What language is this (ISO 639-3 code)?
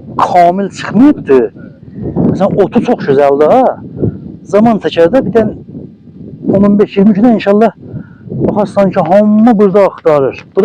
azb